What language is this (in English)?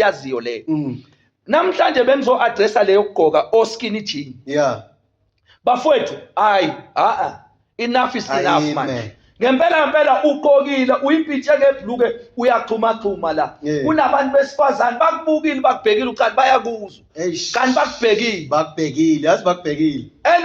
Zulu